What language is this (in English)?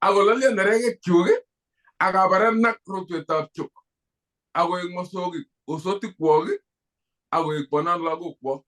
Kalenjin